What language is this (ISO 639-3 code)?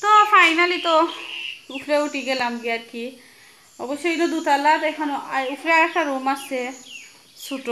syl